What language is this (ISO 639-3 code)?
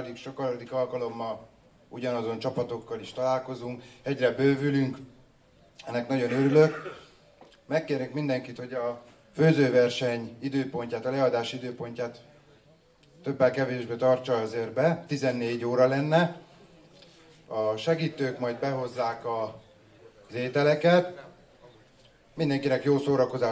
hun